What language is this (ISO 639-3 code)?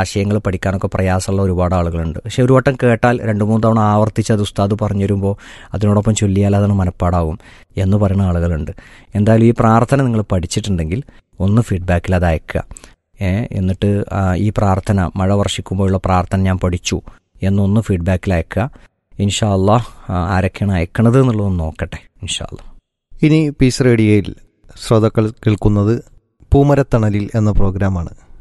mal